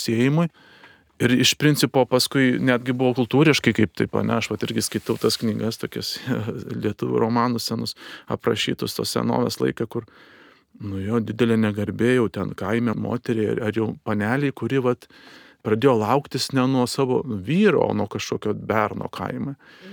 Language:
Lithuanian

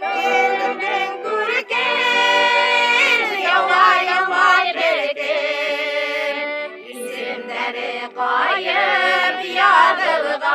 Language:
Bashkir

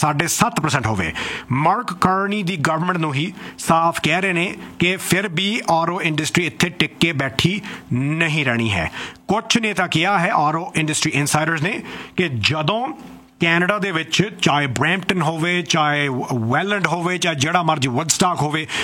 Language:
Punjabi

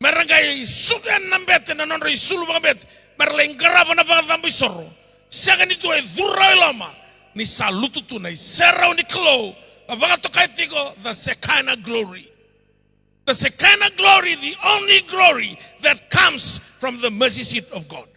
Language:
Fijian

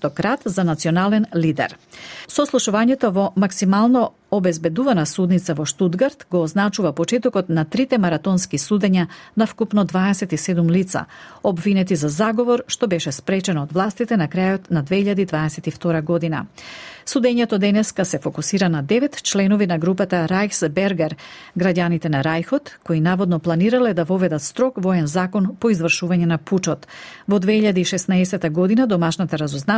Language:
Macedonian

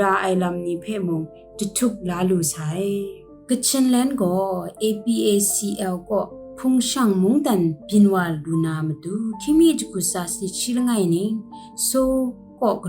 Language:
Kachin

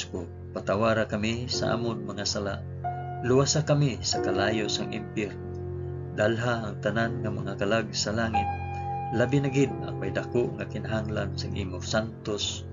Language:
Hiligaynon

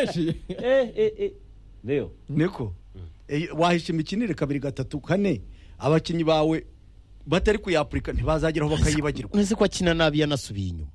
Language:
Kinyarwanda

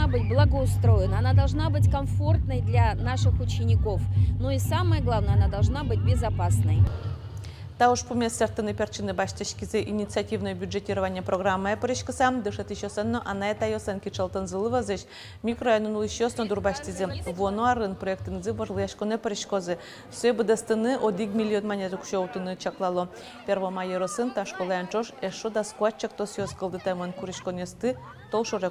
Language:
Udmurt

